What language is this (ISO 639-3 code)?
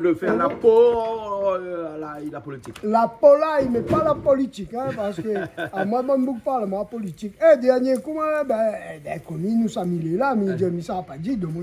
rcf